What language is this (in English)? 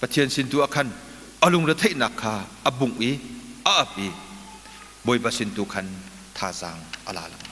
Hakha Chin